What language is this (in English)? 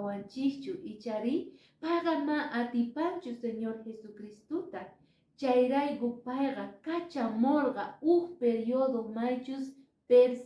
Quechua